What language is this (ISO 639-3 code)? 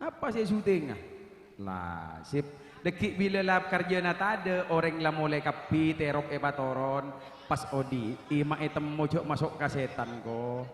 mad